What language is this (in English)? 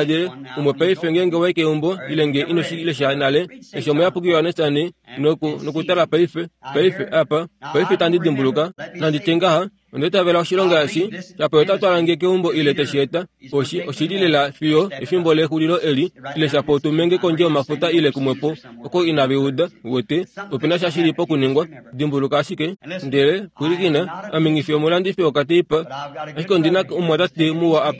Kuanyama